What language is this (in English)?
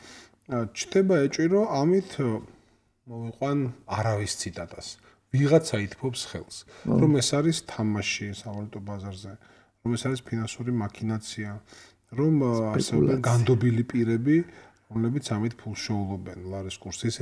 Georgian